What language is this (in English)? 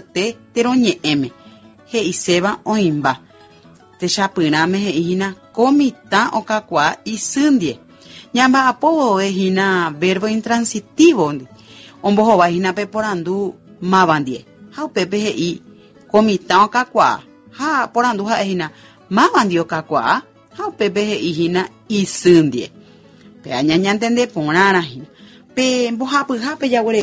Guarani